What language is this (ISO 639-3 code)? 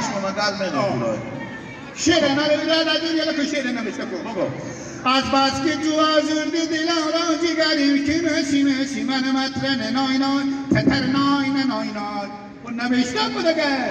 haz